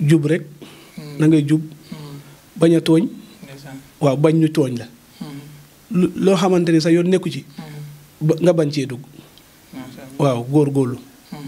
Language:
Wolof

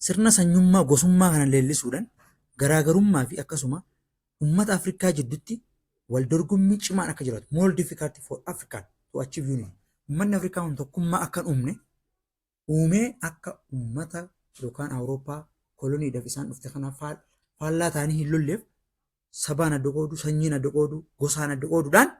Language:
Oromo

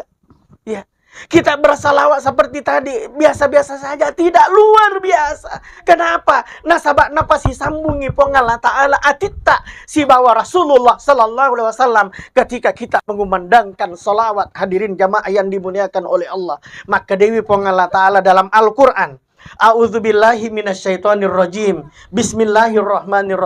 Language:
Buginese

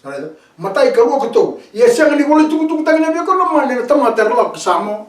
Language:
Fijian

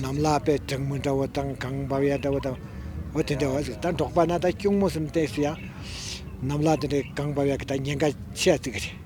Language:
Tibetan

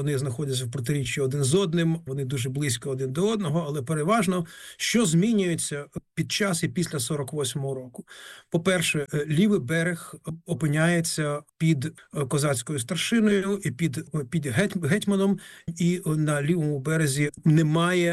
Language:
Ukrainian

